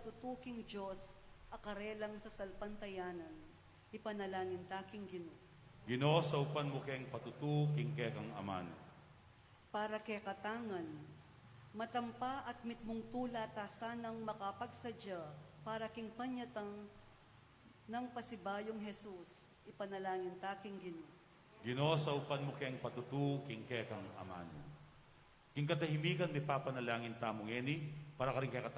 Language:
Pampanga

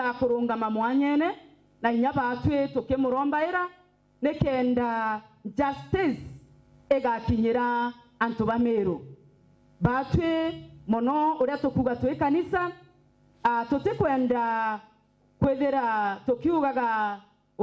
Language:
Meru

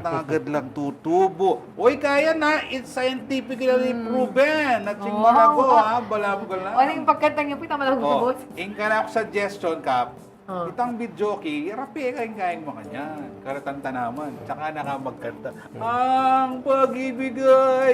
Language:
Pampanga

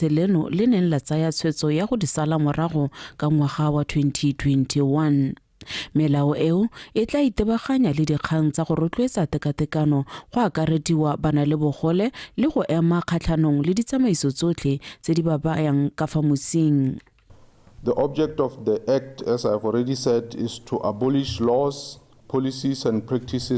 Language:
Tswana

